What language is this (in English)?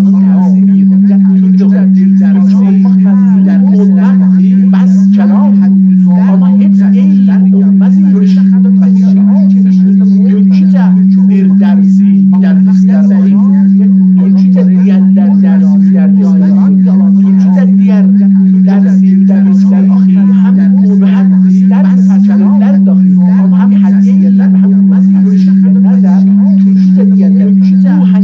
South Azerbaijani